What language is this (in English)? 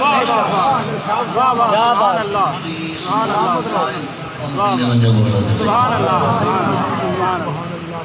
Saraiki